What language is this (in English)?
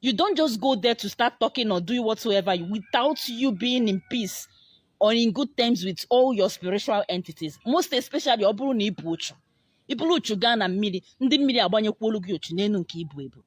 Igbo